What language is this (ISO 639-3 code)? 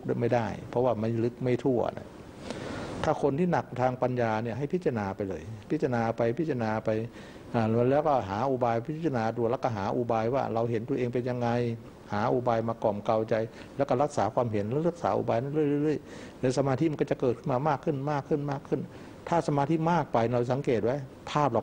tha